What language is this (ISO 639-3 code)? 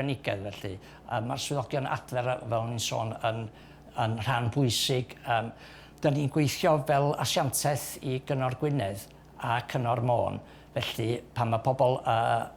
cym